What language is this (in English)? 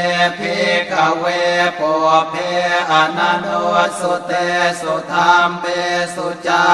Pali